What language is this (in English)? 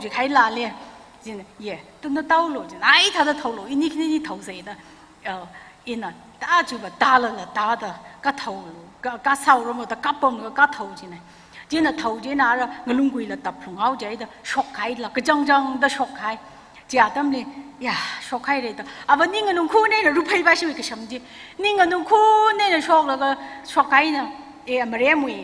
Tangkhul Naga (India)